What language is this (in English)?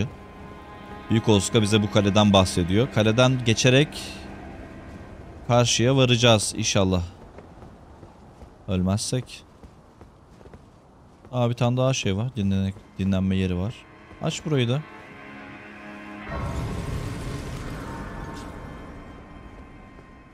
Turkish